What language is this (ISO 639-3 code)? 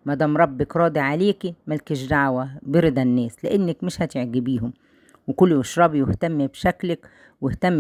arz